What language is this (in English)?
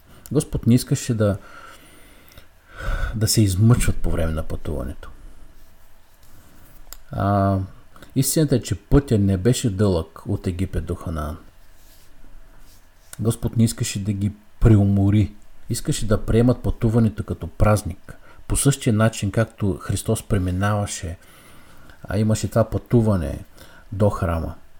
Bulgarian